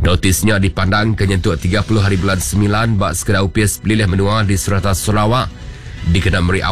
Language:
Iban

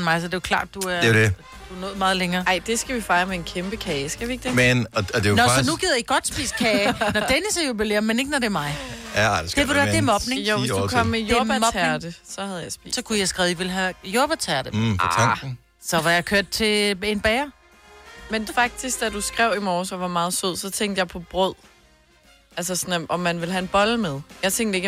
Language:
Danish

